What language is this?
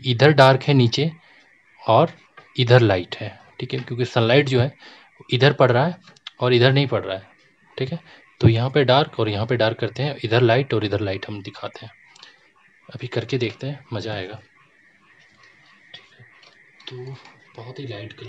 Hindi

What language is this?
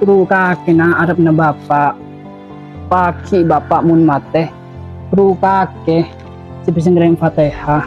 Madurese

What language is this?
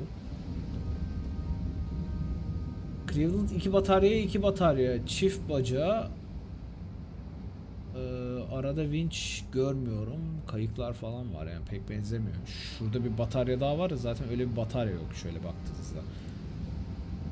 Turkish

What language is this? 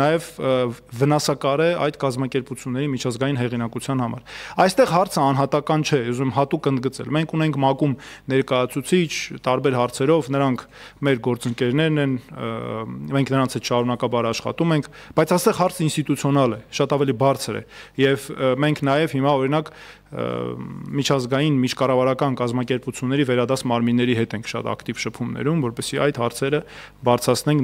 Armenian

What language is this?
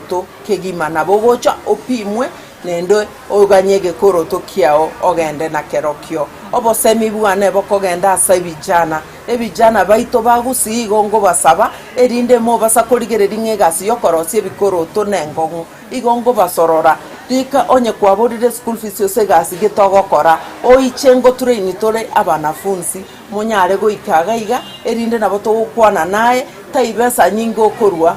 Gusii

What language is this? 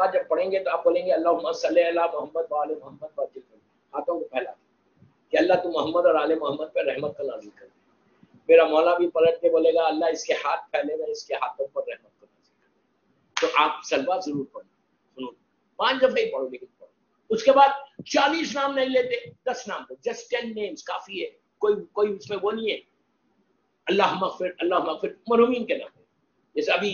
Urdu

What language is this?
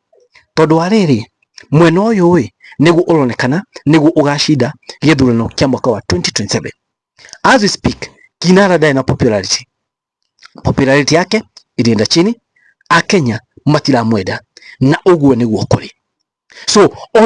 Kikuyu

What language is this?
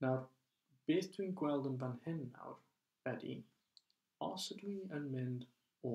Welsh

